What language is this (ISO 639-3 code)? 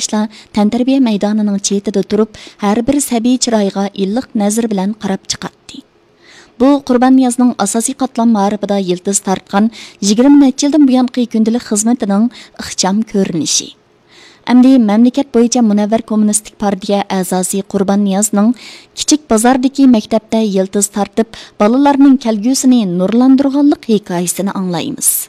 uig